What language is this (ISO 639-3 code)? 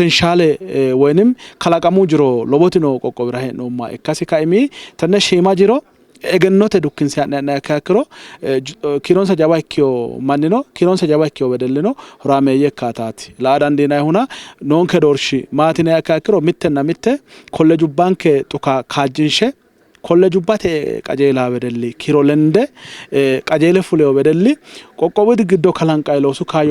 sid